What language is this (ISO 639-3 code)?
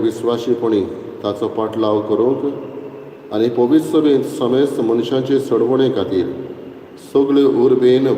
kok